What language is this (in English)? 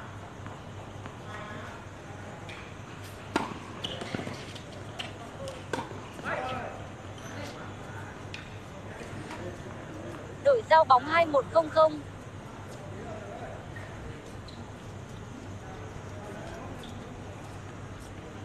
Vietnamese